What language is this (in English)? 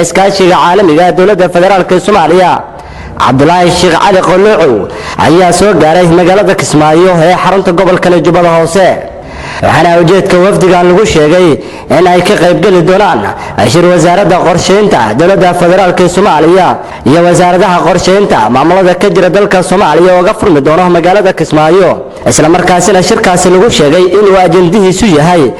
Somali